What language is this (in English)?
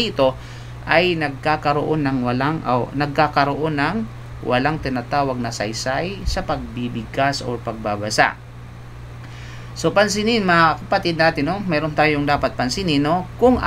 Filipino